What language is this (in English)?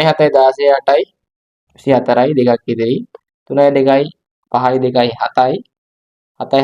Sinhala